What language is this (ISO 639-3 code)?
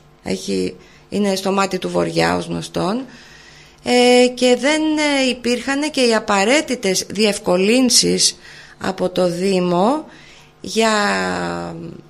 ell